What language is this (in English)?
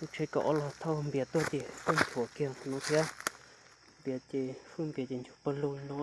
Hmong